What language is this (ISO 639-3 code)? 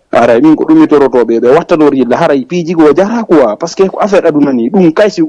ful